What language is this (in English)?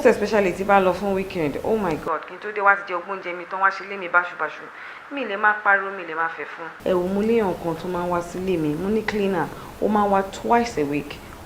Yoruba